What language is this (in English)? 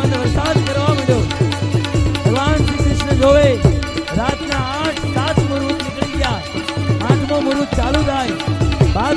Gujarati